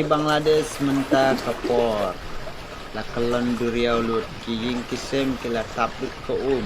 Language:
Khasi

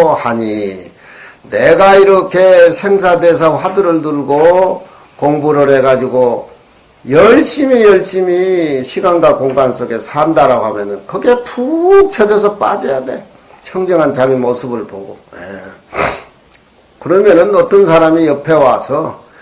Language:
Korean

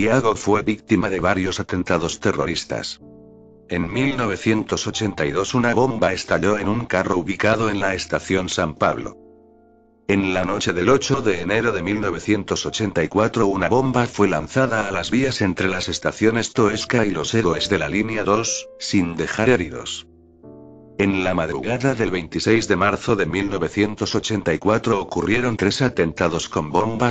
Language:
Spanish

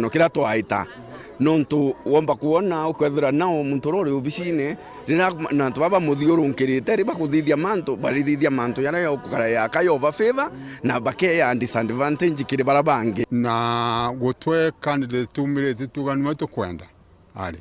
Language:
Meru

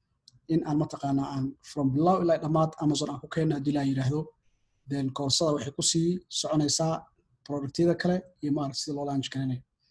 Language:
Somali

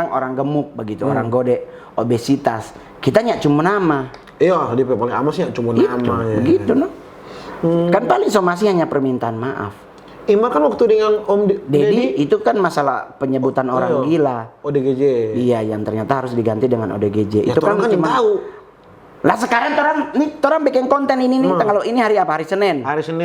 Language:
Manado Malay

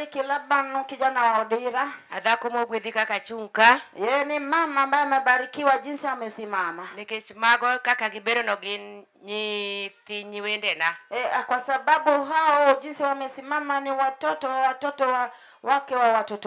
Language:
Luo (Kenya and Tanzania)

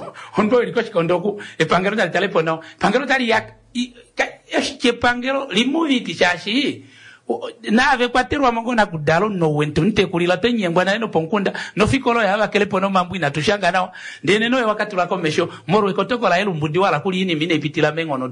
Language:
Kuanyama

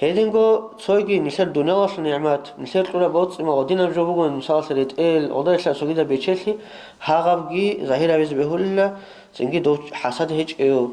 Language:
Avaric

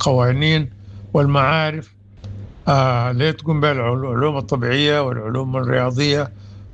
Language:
Sudanese Arabic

